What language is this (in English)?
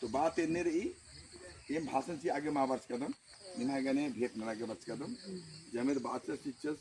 Kurukh